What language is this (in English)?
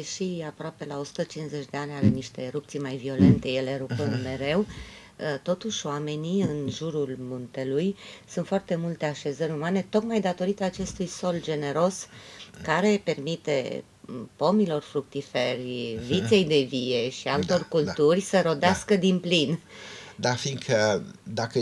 Romanian